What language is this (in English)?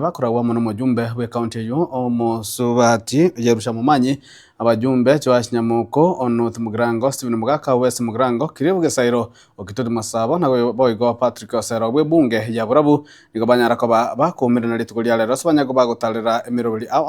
Gusii